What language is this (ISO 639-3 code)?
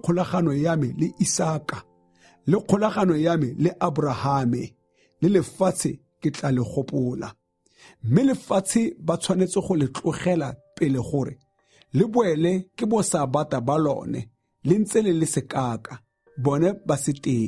tsn